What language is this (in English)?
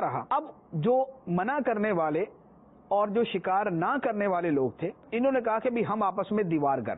Urdu